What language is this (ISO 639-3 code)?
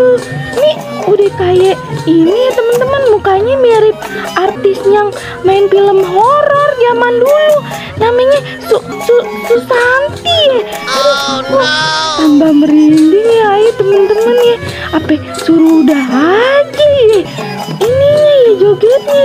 bew